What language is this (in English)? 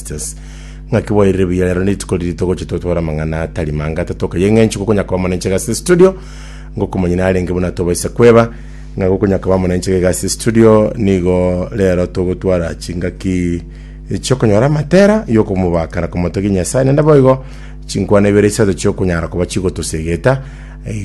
Gusii